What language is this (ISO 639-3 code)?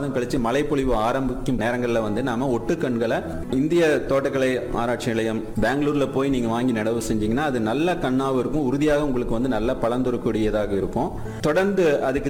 tam